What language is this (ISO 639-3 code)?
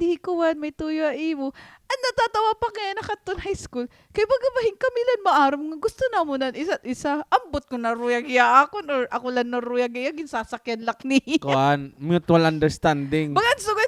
war